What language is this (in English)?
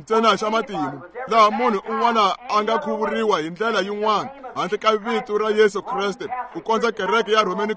Tsonga